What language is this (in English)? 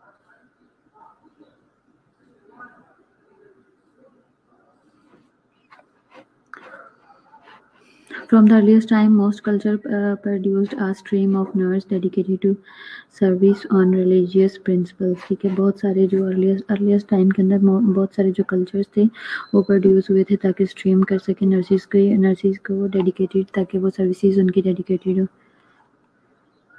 Hindi